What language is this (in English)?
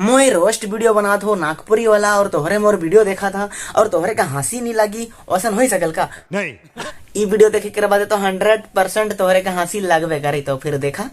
Sadri